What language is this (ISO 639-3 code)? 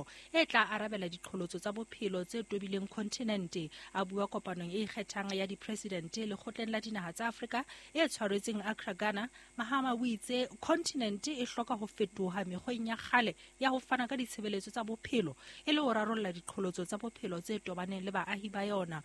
sot